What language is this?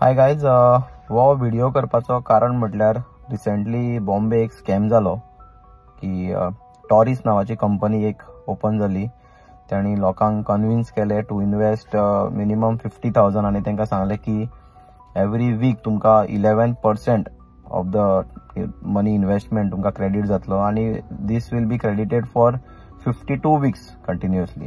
Konkani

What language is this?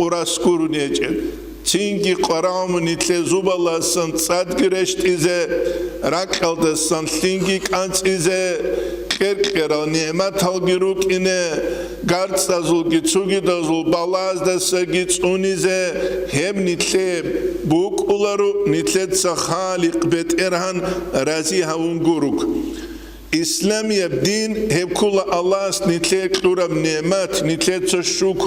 Avaric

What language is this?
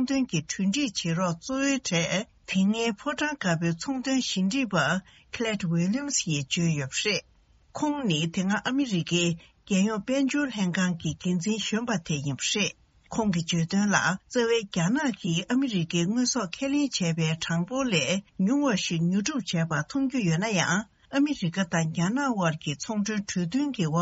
Tibetan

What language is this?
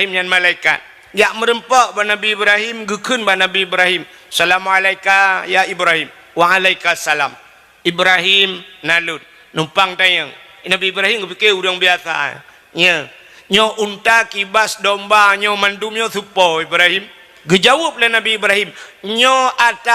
Achinese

